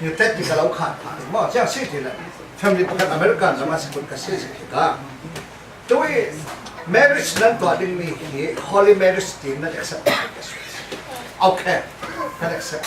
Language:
Falam Chin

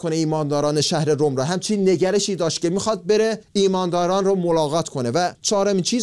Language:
Persian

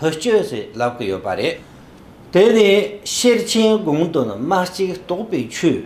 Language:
Tibetan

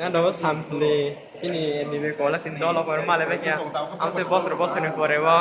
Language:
Kok Borok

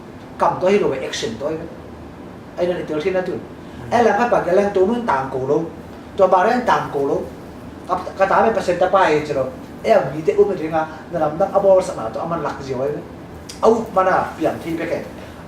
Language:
Tedim Chin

